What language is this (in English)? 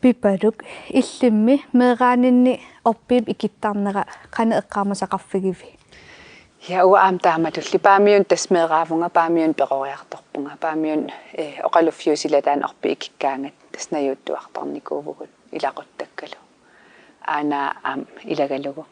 Kalaallisut